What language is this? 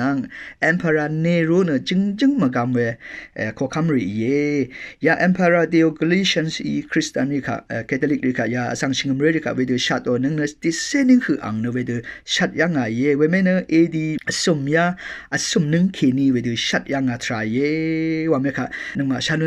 Rawang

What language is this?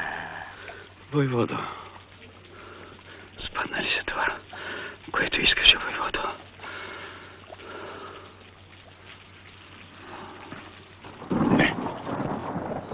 Bulgarian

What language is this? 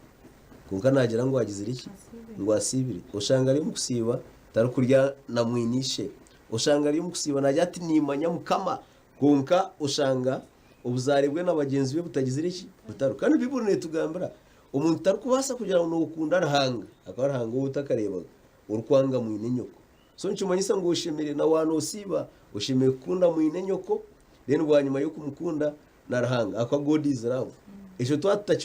Nyankole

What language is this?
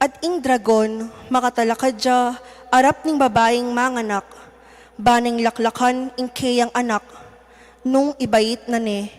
Pampanga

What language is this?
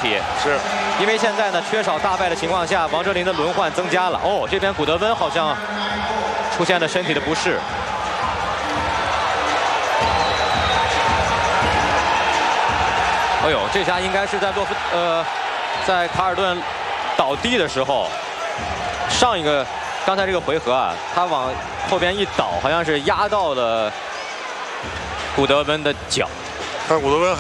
Chinese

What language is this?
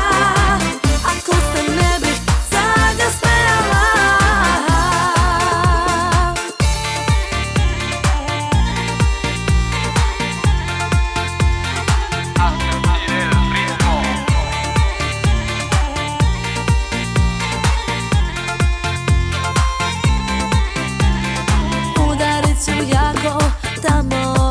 Croatian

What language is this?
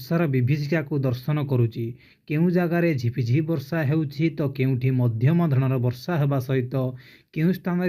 Odia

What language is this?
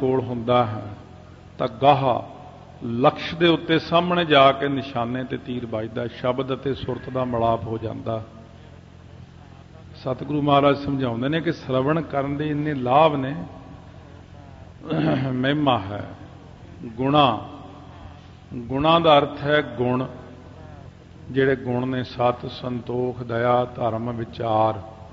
Punjabi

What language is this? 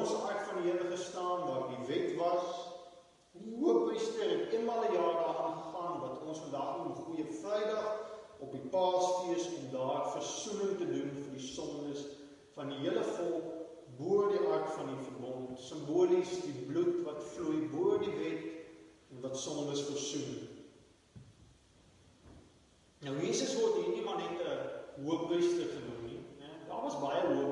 Afrikaans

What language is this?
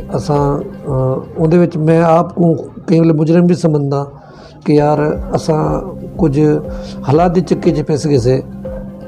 Saraiki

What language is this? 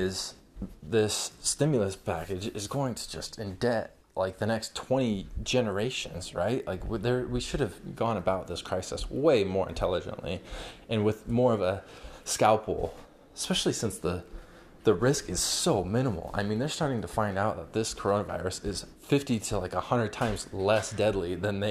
English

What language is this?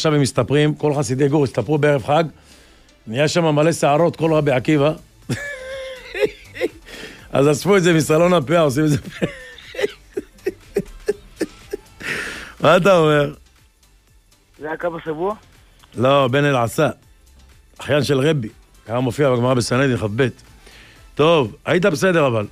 Hebrew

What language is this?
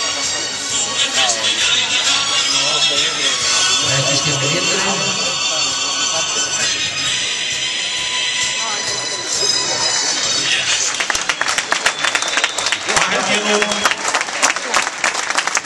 Icelandic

